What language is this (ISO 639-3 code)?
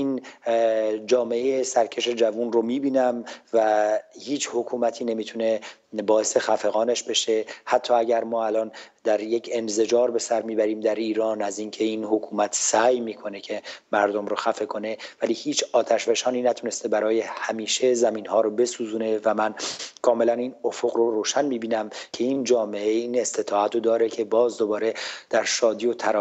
fas